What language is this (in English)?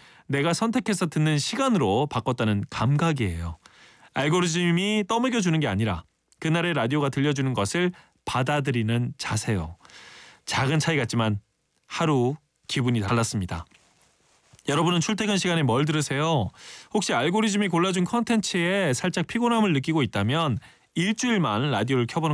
Korean